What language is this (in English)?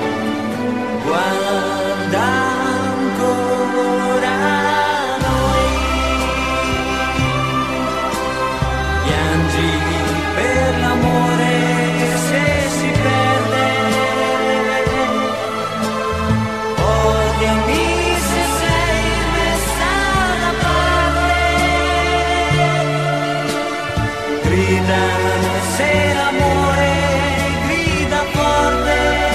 Italian